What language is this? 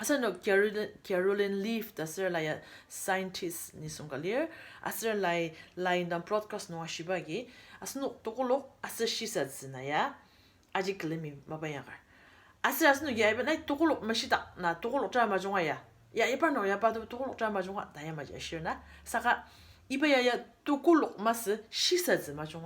Ao Naga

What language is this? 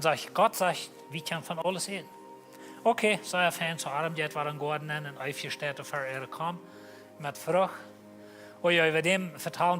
Plautdietsch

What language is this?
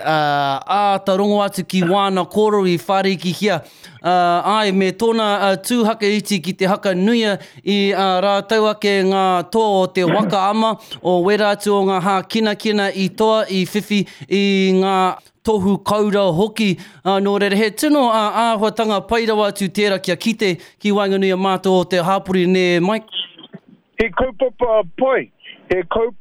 Māori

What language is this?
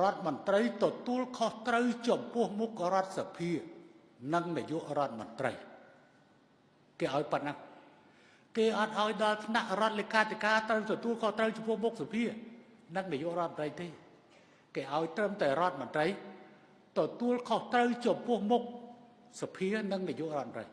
Khmer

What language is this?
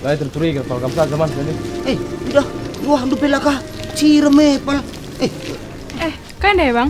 Batak Karo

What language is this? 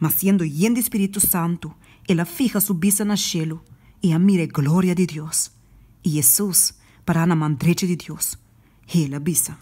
Papiamento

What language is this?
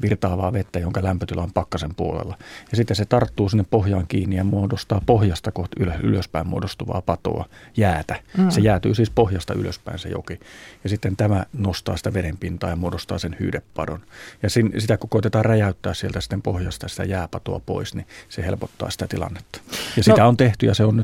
Finnish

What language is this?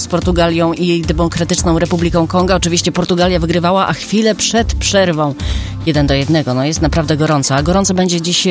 Polish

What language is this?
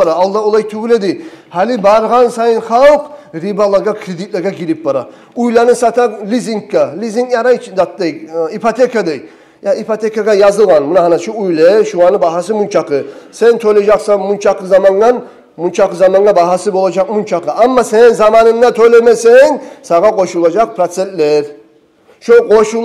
Kumyk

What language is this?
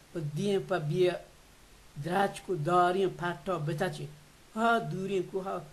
Baluchi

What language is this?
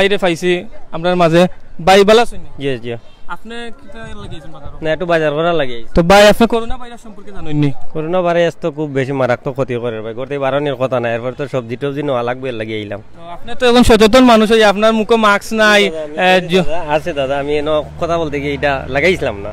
Sylheti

